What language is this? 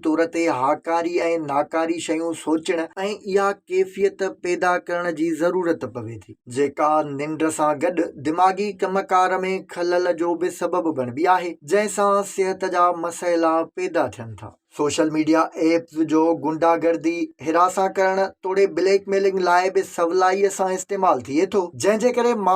Sindhi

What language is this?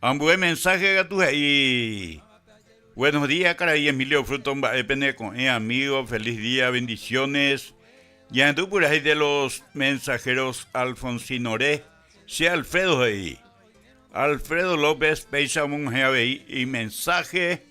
Guarani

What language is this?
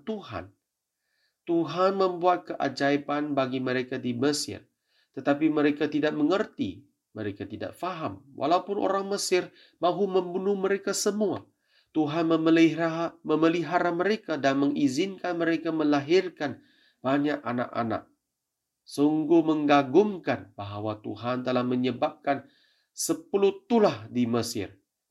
Malay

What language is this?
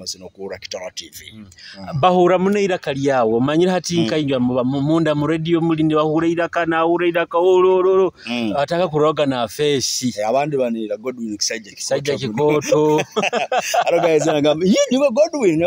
Nyoro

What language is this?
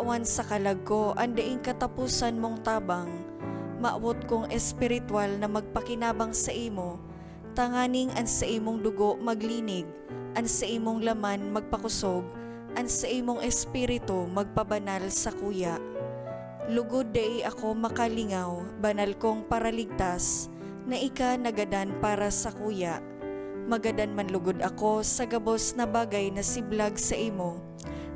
Bikol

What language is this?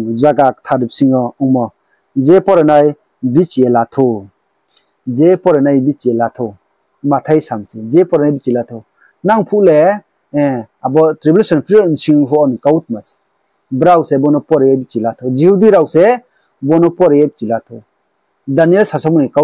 Riang (India)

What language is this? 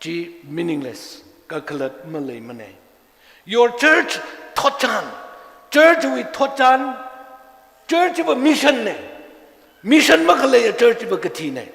Tangkhul Naga (India)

